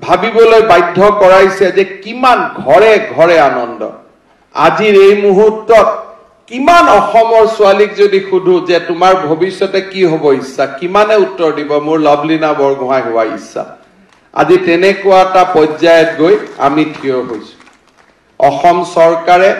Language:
Assamese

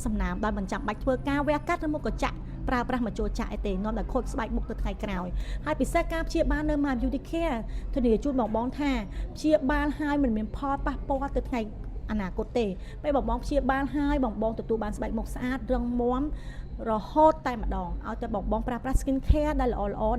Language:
Khmer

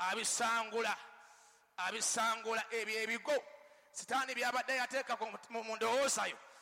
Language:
Ganda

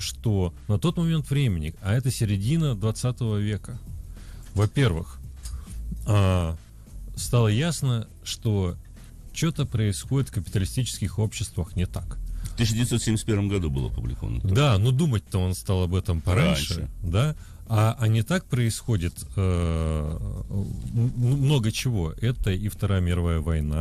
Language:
Russian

